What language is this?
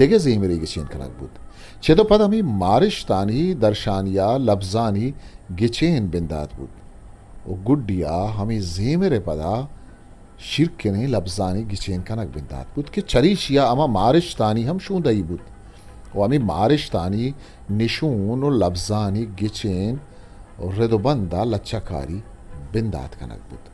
Eastern Balochi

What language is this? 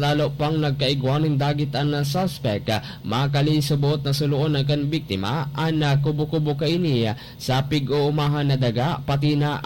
Bikol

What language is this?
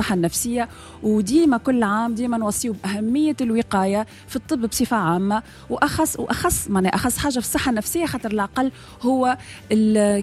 Tunisian Arabic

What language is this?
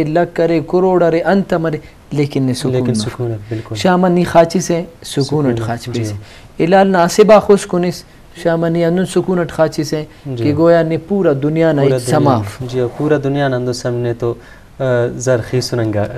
Brahui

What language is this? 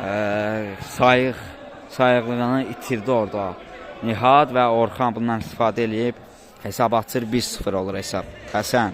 Azerbaijani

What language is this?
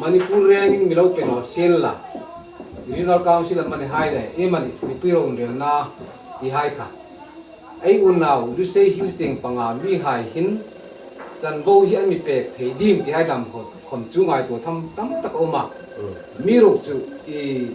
Hmar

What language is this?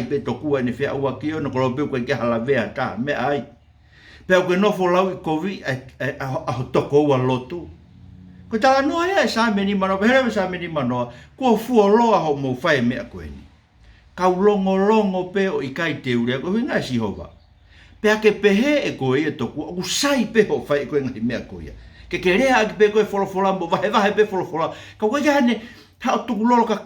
Tongan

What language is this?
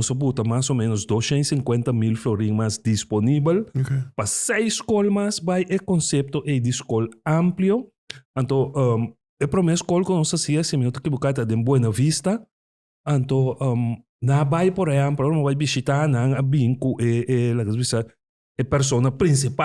Papiamento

